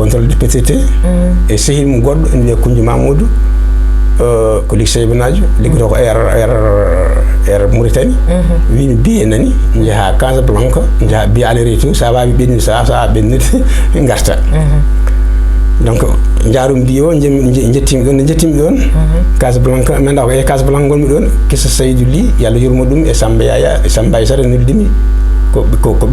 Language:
Fula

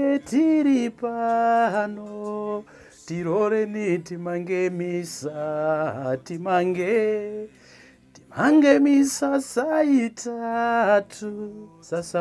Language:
Nyanja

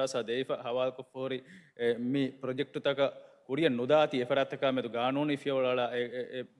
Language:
Divehi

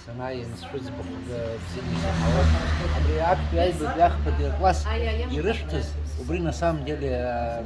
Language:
Abkhazian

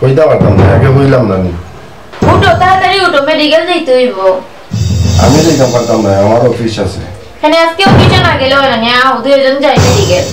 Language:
Sylheti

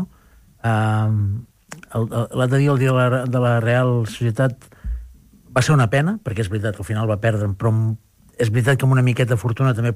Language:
Catalan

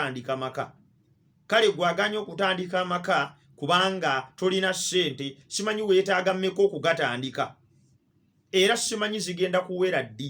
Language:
Ganda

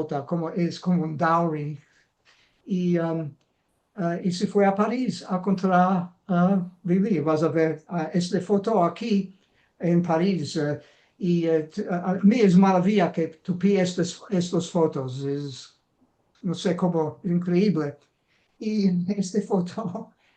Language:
Ladino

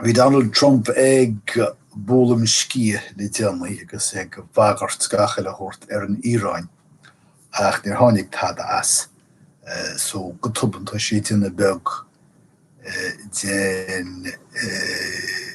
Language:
Irish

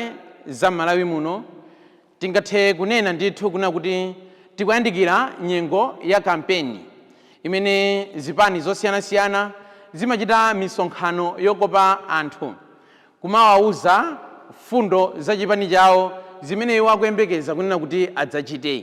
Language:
Nyanja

